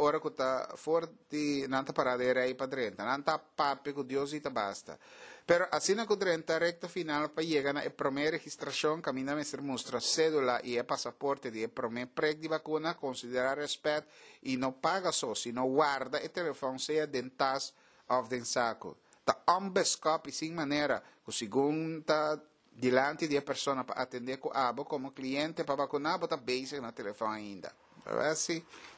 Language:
Papiamento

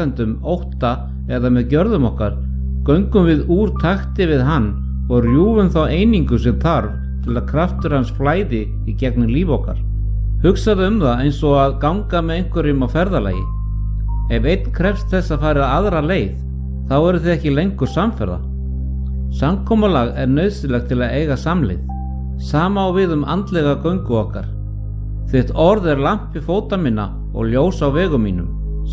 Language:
Icelandic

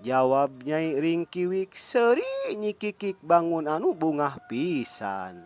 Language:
Sundanese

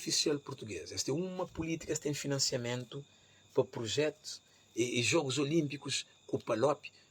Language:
Kabuverdianu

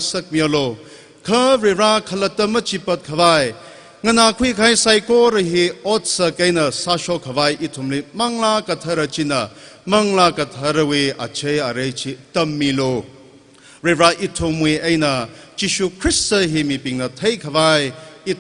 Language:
Tangkhul Naga (India)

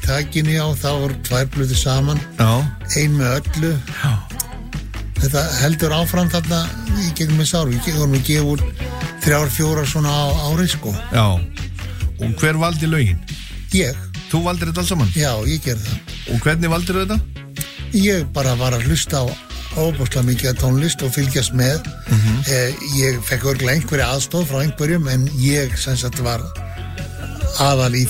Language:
Icelandic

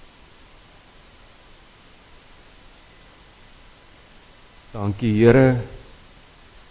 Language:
Afrikaans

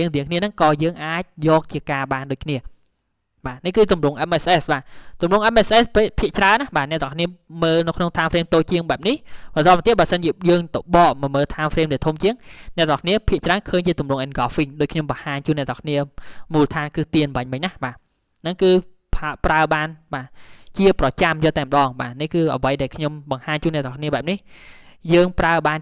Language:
Khmer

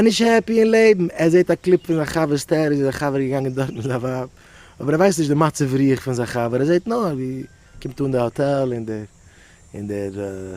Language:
Yiddish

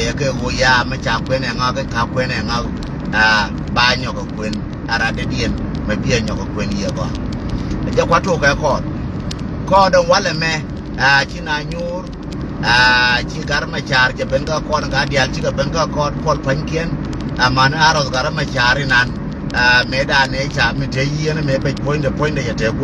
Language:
Nuer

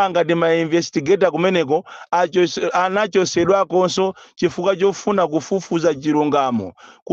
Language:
Nyanja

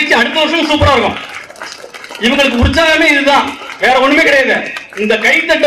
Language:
Tamil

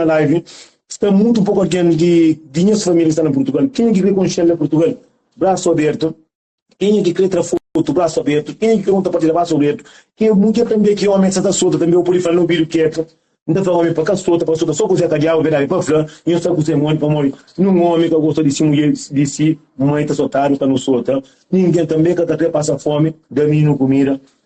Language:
Kabuverdianu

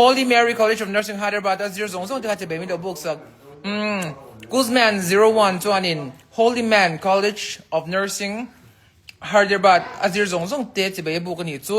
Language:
Mizo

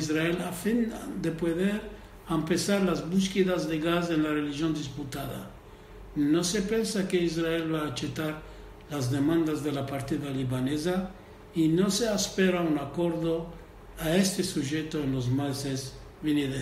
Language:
Ladino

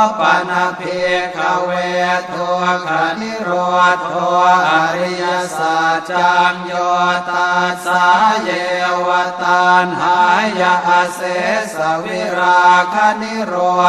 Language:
Pali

